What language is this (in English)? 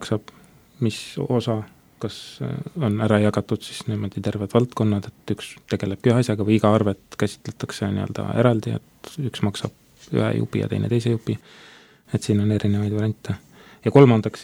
Estonian